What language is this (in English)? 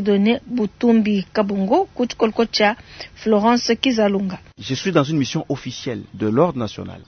Luba-Lulua